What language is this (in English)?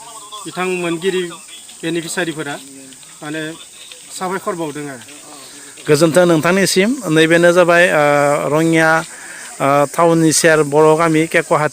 Bodo